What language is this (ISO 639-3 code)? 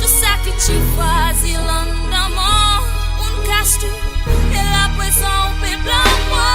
mfe